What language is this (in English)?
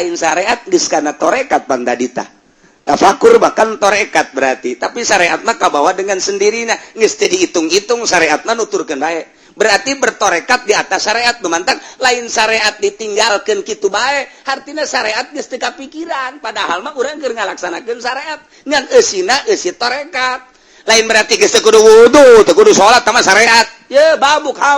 Sundanese